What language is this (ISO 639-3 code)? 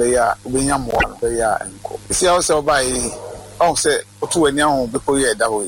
aka